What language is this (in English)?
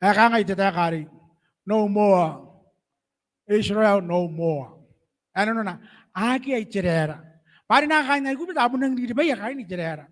Gilbertese